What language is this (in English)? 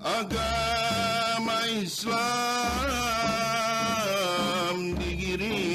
Banjar